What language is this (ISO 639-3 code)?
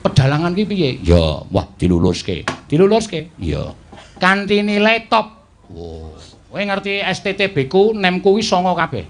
jav